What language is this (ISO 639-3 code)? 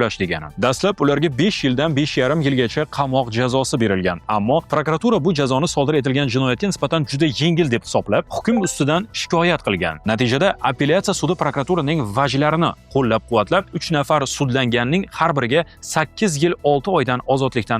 uzb